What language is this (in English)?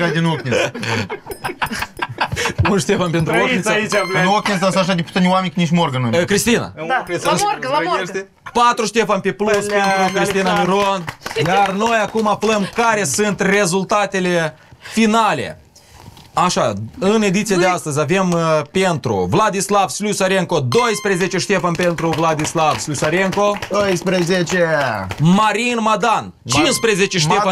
Romanian